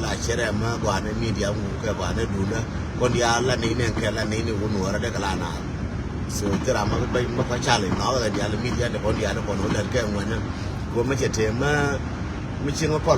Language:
Nuer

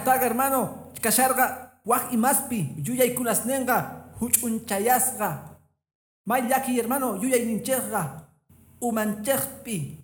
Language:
Quechua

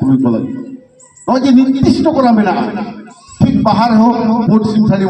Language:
Santali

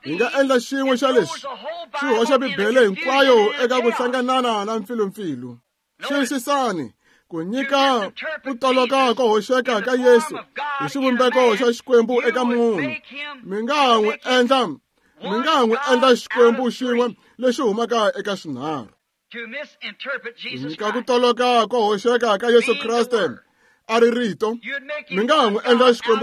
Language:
Tsonga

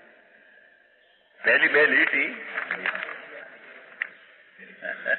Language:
Gujarati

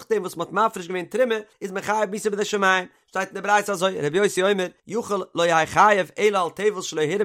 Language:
Yiddish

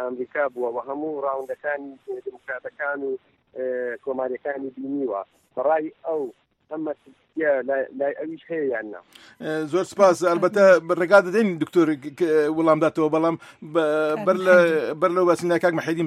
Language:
Central Kurdish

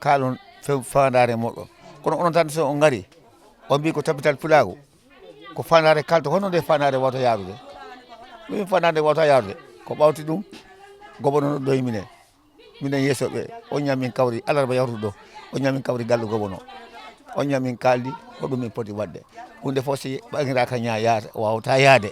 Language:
Fula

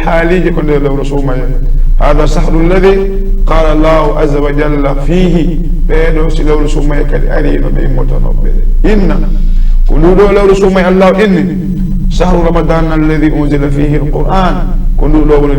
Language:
Fula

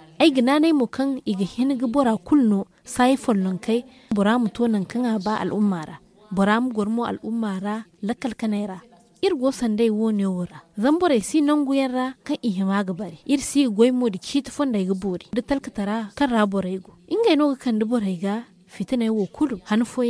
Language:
Zarma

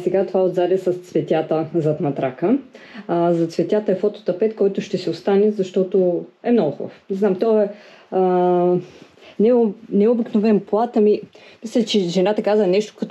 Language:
Bulgarian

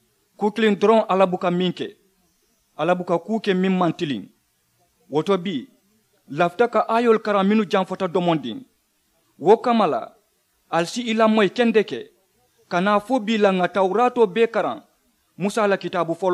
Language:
Mandingo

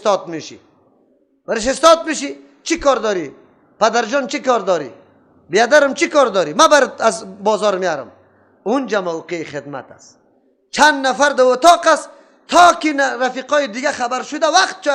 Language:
Persian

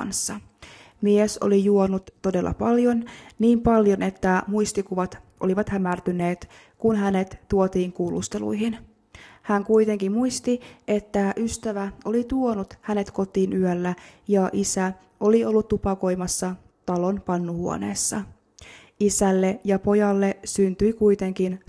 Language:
Finnish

